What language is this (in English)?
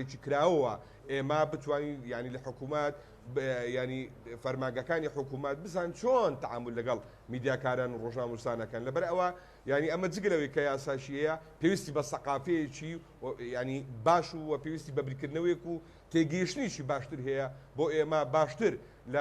Central Kurdish